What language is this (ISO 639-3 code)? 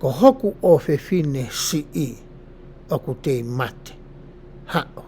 ton